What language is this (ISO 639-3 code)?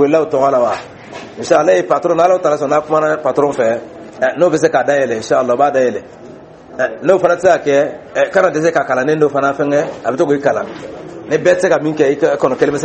dyu